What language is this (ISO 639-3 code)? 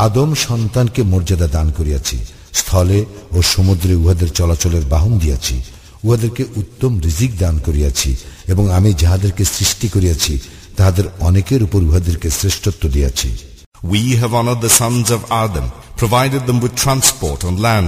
ben